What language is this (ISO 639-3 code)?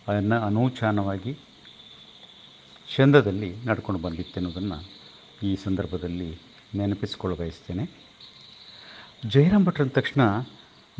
kan